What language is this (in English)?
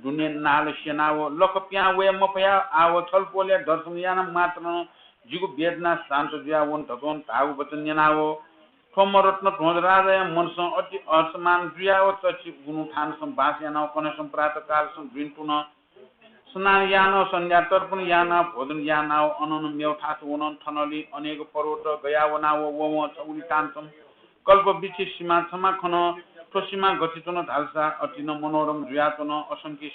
Newari